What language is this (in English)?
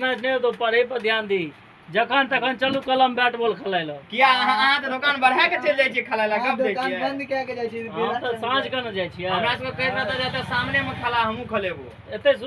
Maithili